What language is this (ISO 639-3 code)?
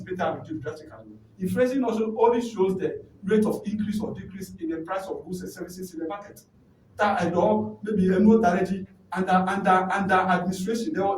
ewe